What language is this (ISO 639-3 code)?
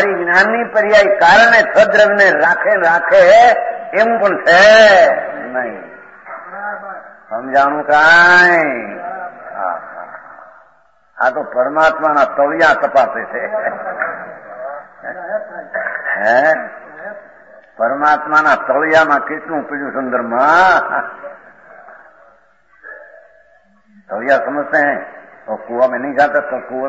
guj